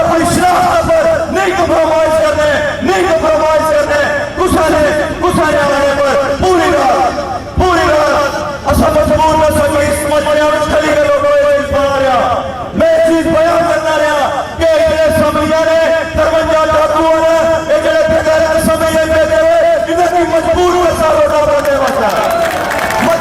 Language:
Pahari-Potwari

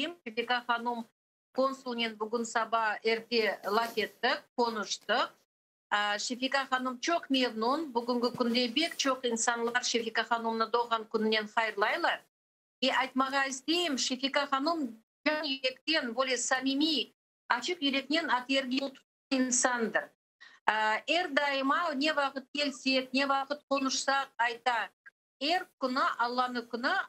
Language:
Crimean Tatar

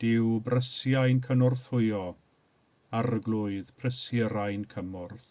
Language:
Welsh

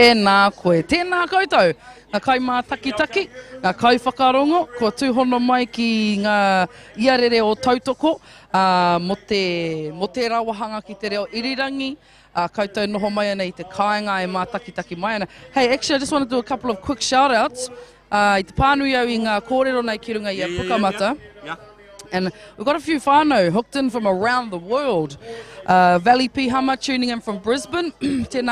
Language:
Māori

